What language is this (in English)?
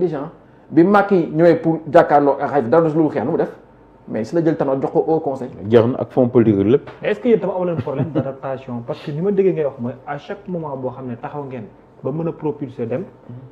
Wolof